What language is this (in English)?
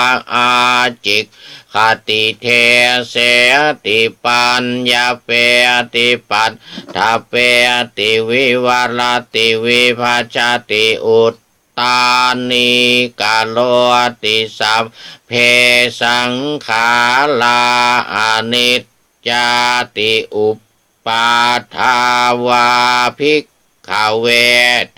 Pali